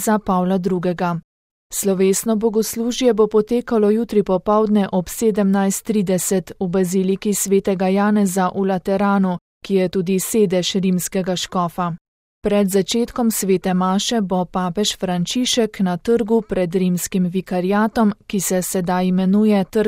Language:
Slovenian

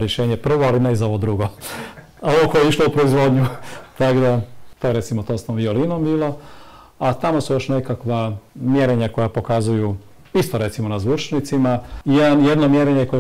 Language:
Croatian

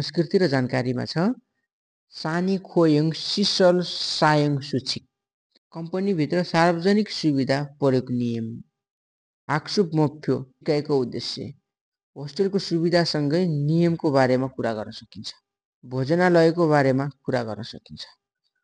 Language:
Nepali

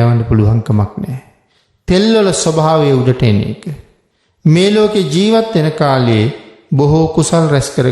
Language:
Sinhala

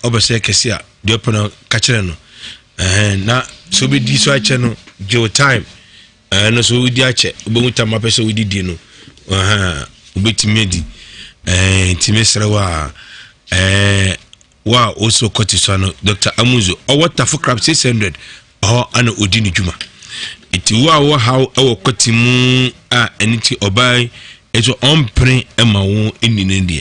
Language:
Akan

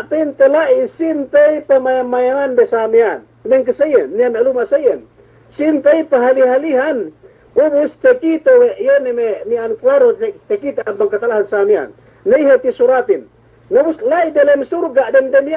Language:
Yakan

